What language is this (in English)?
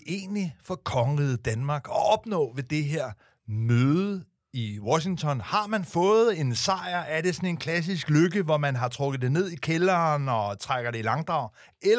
Danish